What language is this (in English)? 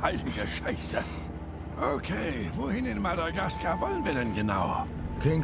Swiss German